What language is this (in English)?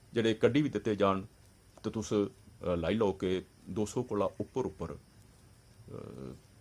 Dogri